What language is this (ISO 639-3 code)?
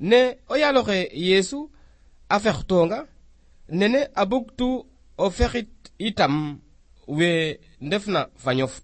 srr